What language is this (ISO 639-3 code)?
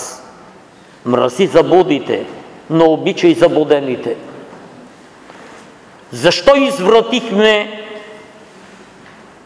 bul